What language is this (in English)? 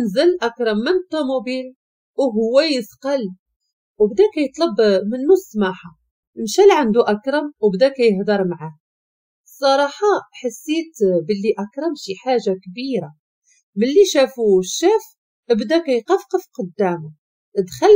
Moroccan Arabic